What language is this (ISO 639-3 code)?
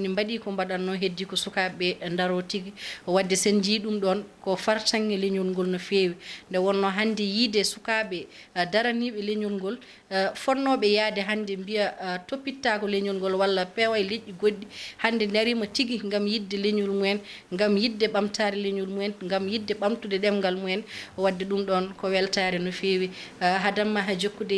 ful